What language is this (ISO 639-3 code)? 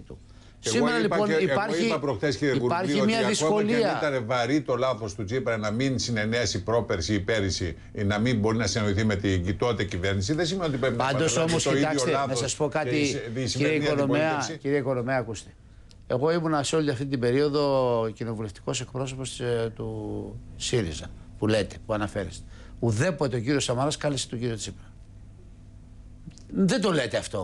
ell